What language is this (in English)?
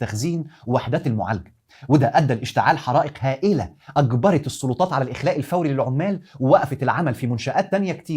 Egyptian Arabic